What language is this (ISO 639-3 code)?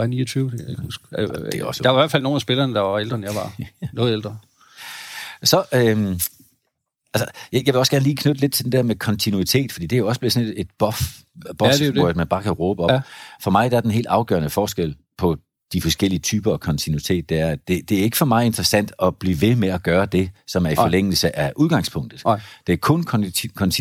dan